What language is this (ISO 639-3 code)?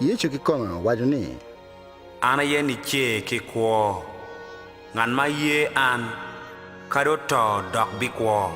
ach